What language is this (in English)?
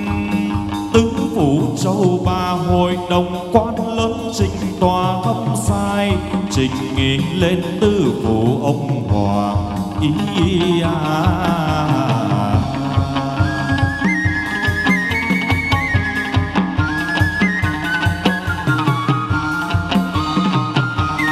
Vietnamese